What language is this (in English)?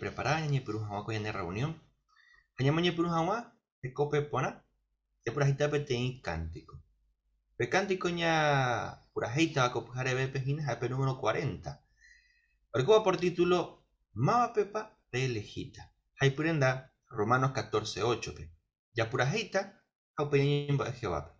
Guarani